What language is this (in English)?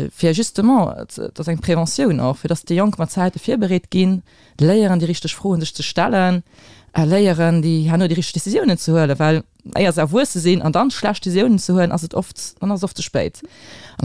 Luxembourgish